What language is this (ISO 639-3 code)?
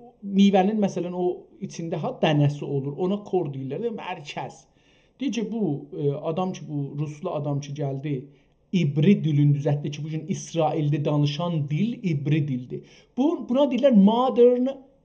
azb